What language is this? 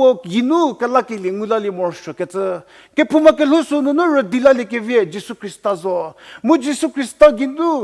Angami Naga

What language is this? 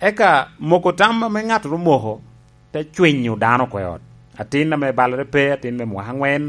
Lango (Uganda)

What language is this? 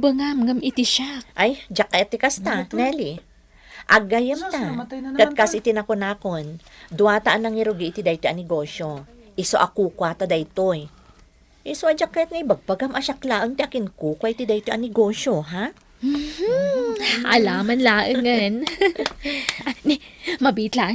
Iloko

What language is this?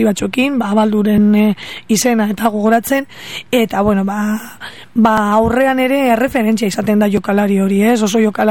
Basque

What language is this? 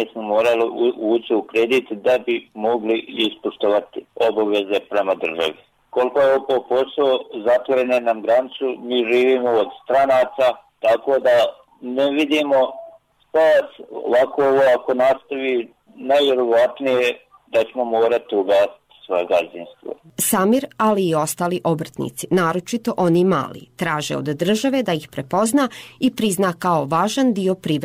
Bosnian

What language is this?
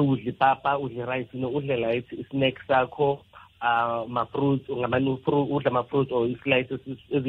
South Ndebele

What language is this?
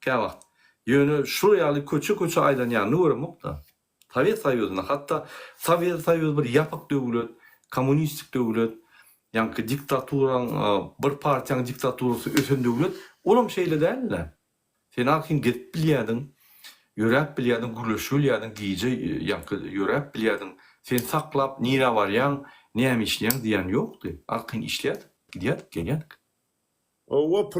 Turkmen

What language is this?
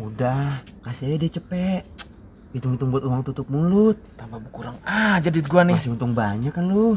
Betawi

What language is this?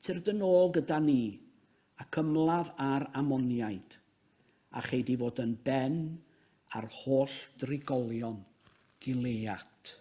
Welsh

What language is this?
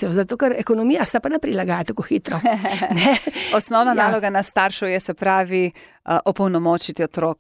Slovenian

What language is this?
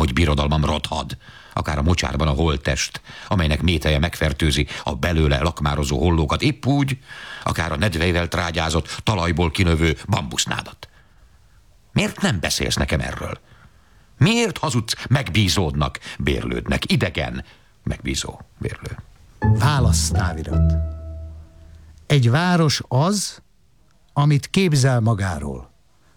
Hungarian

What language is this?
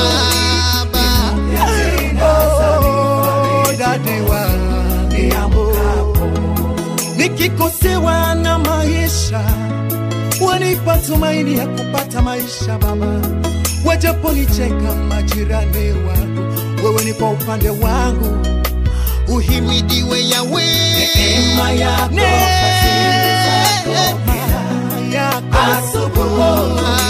Swahili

